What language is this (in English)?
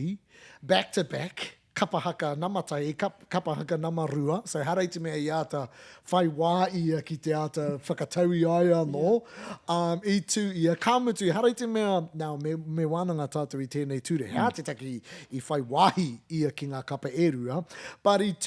Māori